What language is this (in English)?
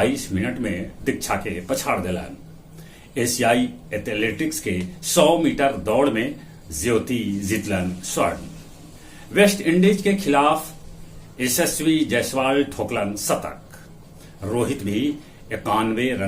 Magahi